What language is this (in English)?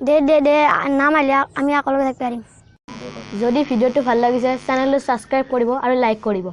Assamese